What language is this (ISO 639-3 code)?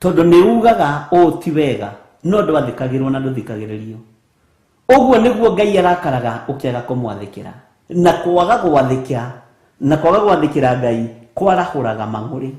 kik